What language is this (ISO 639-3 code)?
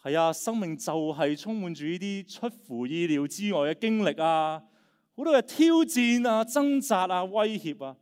yue